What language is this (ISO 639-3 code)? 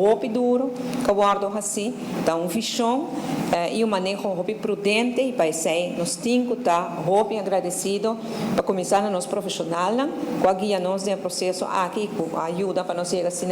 pap